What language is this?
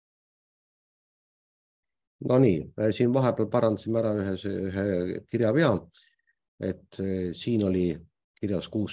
Estonian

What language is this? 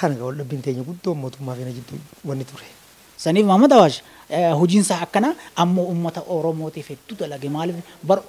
Oromo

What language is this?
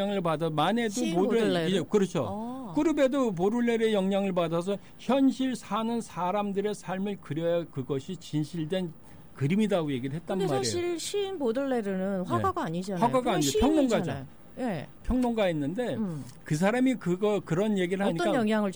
Korean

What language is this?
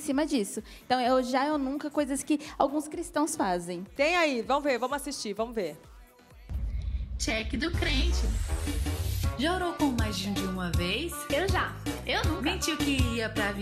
Portuguese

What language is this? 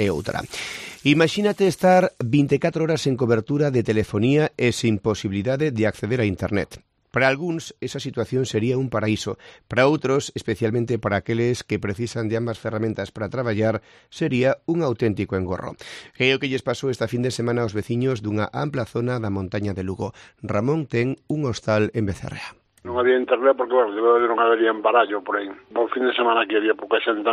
Galician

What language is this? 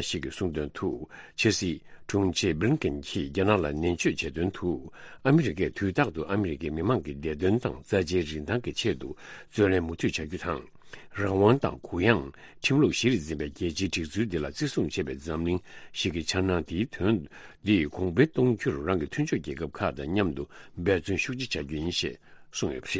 Tibetan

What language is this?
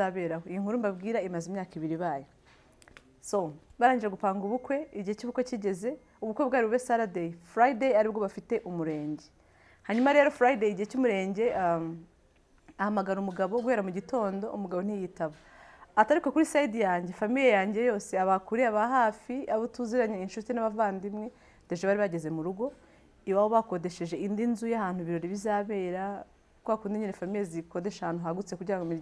Kinyarwanda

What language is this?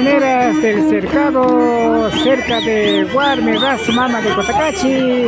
Imbabura Highland Quichua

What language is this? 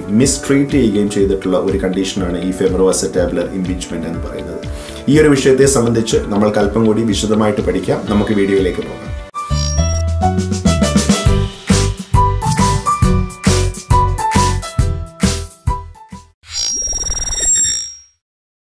Malayalam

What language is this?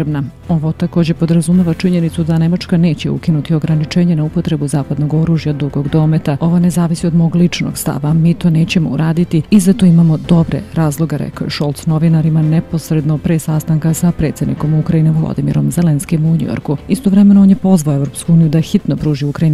Serbian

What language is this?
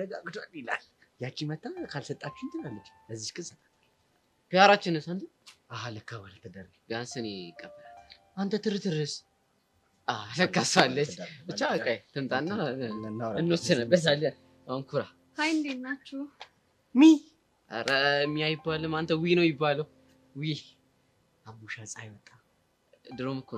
Amharic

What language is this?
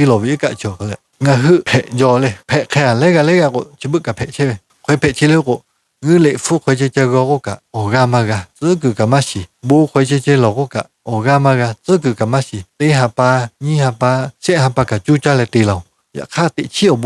Lahu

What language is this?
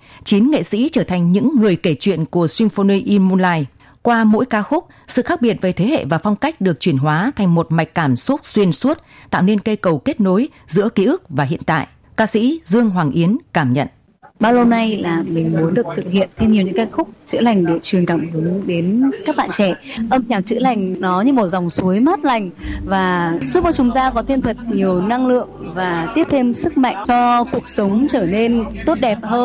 Vietnamese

